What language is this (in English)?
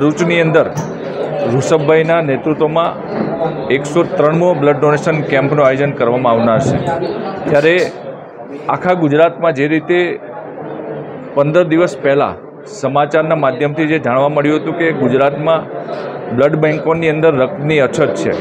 Gujarati